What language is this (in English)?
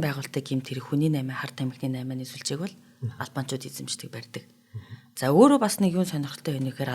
Mongolian